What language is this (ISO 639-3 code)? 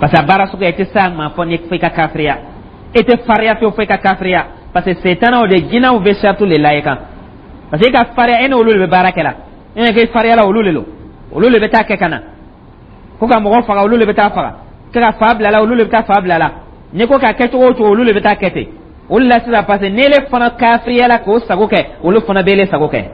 dyu